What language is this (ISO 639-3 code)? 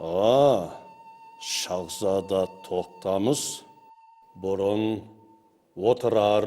kaa